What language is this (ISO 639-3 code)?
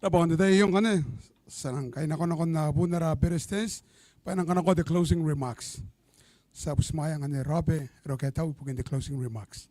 gil